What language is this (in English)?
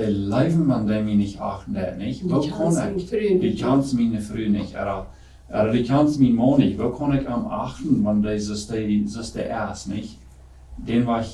Plautdietsch